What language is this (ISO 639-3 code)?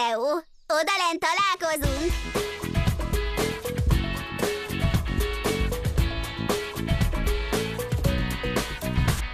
hun